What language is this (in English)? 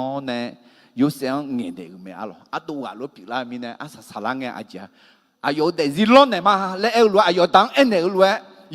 Akha